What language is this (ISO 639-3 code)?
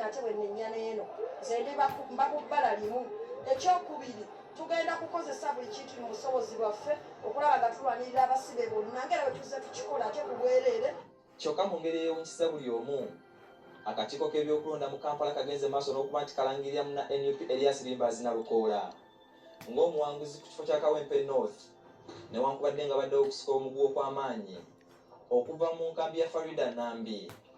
lug